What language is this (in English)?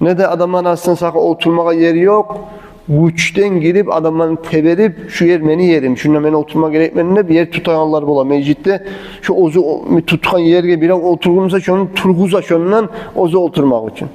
Kumyk